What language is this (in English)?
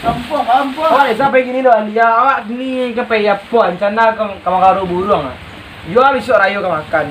Minangkabau